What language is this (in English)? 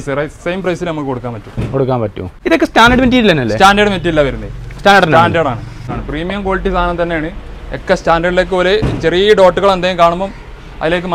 Malayalam